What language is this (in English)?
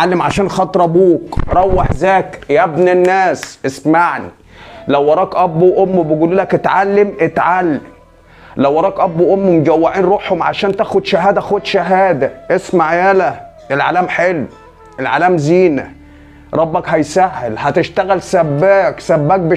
Egyptian Arabic